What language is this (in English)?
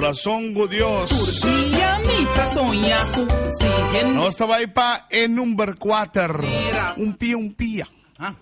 Papiamento